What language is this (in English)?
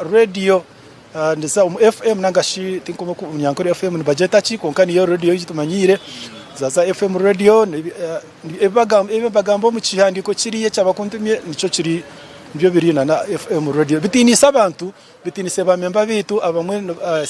Nyankole